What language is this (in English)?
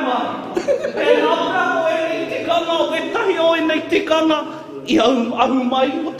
Māori